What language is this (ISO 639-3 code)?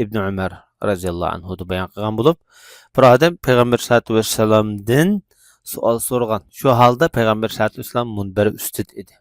uig